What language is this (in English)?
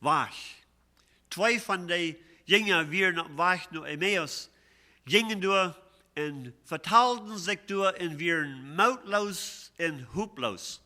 Plautdietsch